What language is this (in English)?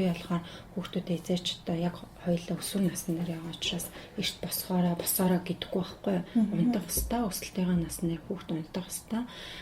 Mongolian